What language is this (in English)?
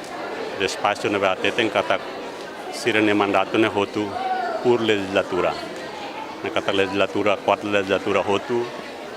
Tetum